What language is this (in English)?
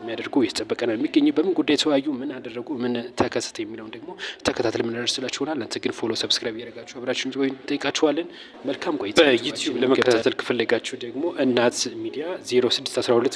Amharic